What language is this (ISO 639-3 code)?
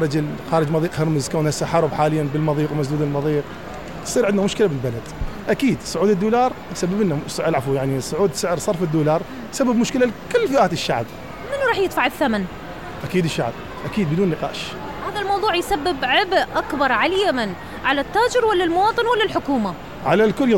acm